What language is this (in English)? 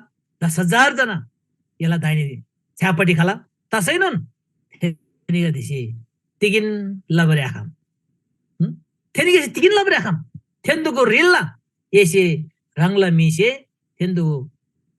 Eastern Tamang